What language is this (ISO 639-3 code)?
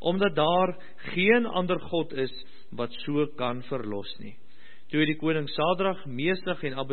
afr